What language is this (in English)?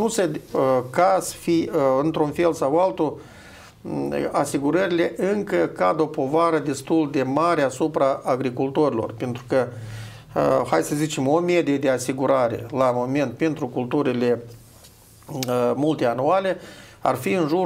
Romanian